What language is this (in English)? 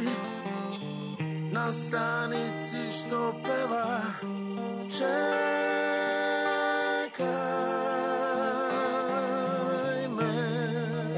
Serbian